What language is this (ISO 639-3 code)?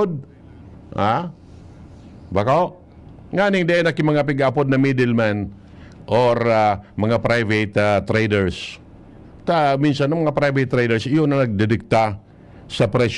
bik